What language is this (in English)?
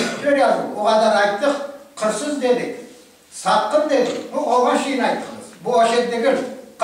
Crimean Tatar